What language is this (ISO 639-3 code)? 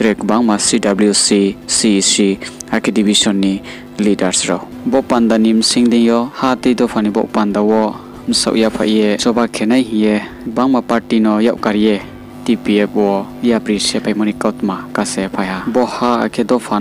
ria